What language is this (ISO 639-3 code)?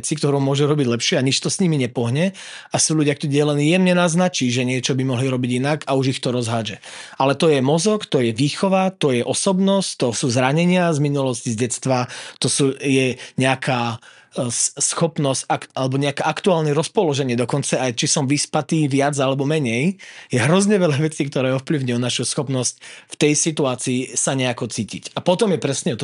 slk